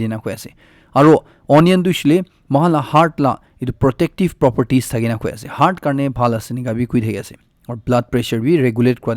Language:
Naga Pidgin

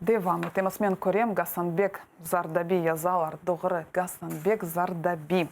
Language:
Crimean Tatar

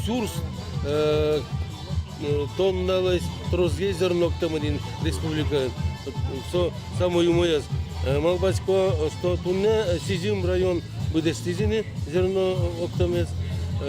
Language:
Udmurt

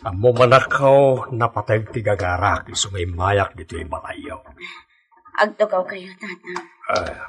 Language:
Iloko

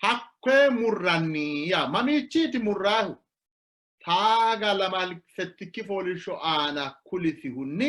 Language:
Sidamo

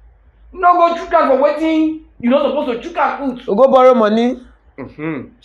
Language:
Nigerian Pidgin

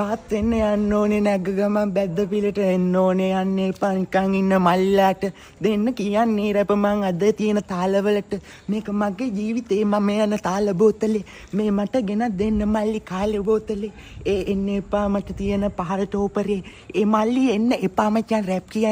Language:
Sinhala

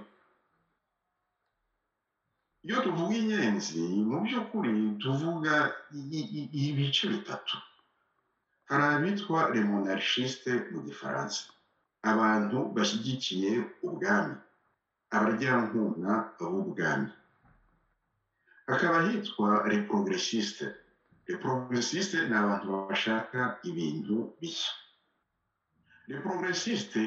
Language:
Kinyarwanda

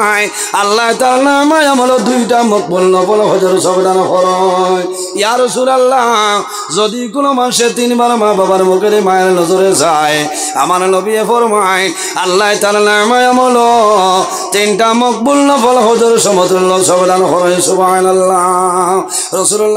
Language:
Sylheti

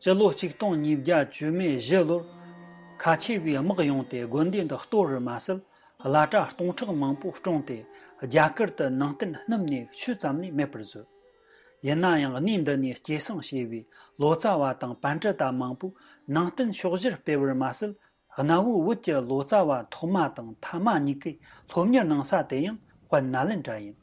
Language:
Tibetan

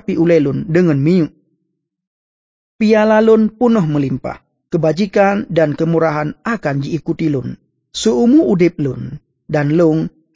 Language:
Achinese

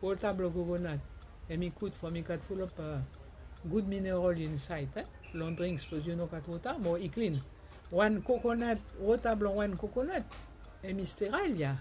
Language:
Bislama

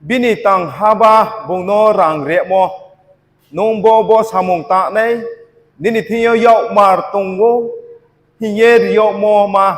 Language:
Riang (India)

